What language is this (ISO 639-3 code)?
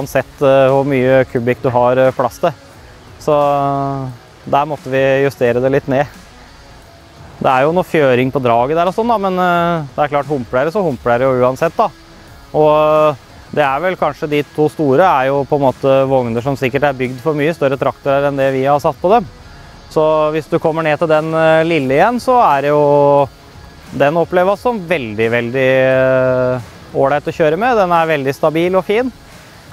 nor